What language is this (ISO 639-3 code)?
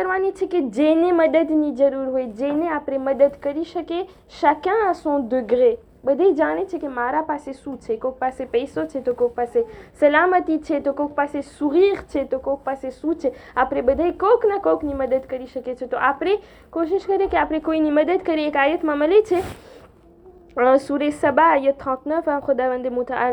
guj